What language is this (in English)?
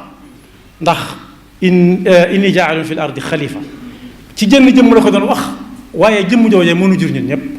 Wolof